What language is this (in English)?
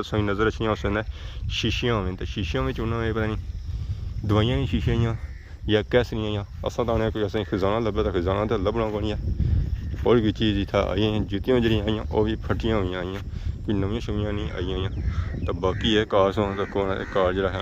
Pahari-Potwari